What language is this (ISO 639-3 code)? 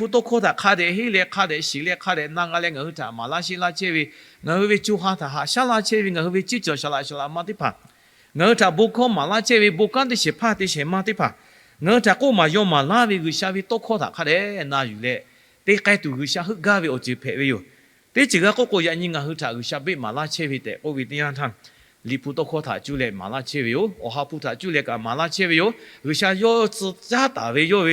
lhu